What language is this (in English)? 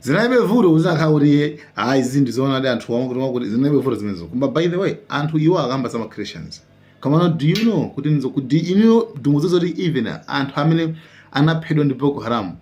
Nyanja